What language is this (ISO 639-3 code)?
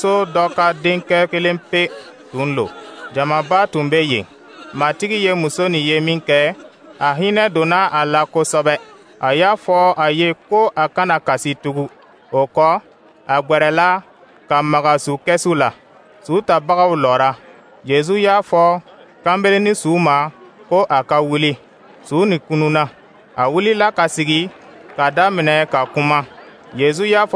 dyu